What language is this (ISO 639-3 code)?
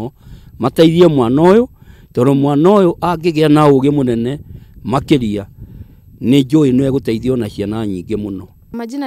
kik